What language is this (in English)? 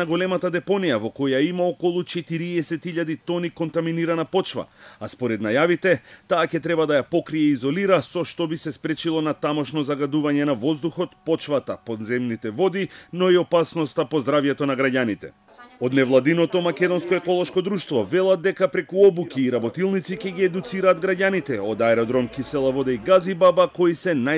Macedonian